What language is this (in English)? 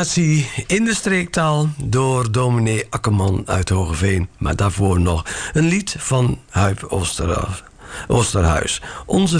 Dutch